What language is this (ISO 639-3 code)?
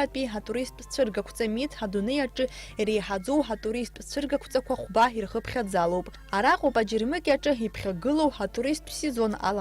abk